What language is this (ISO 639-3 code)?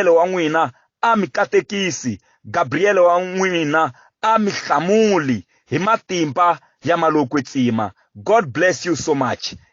tso